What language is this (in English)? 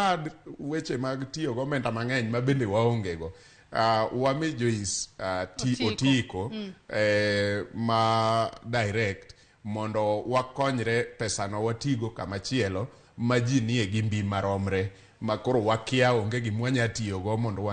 Luo (Kenya and Tanzania)